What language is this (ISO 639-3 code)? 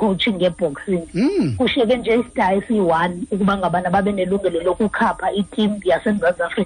xho